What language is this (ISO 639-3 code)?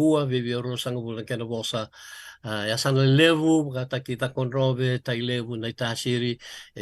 fij